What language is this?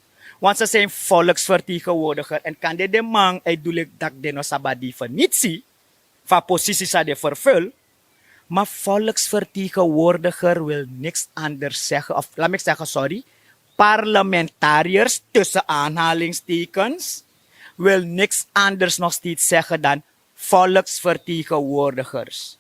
Sranan Tongo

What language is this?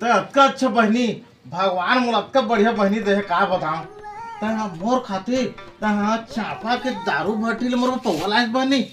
Chhattisgarhi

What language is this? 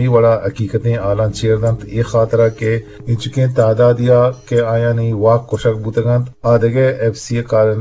Eastern Balochi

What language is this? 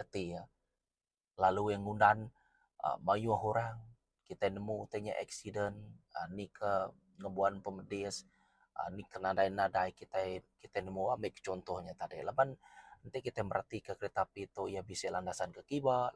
Iban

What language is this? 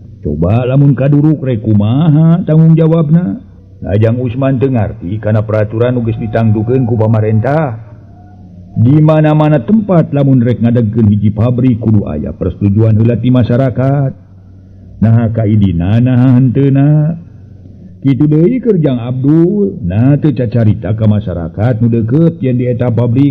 Sundanese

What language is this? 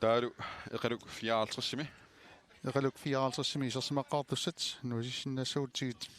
Kalaallisut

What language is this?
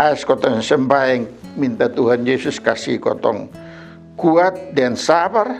Kupang Malay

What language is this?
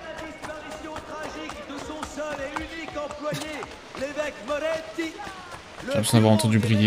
French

